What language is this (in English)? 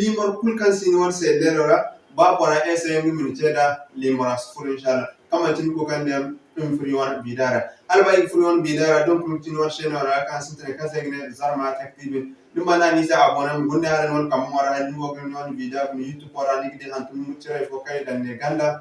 Zarma